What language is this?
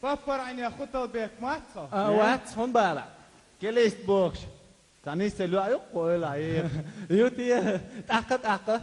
Chechen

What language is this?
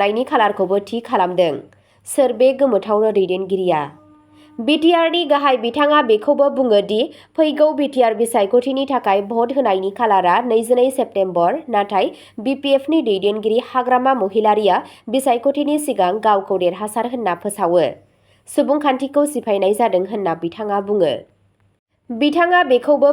Bodo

